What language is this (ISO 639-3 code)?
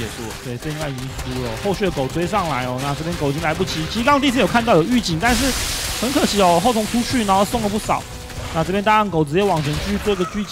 zho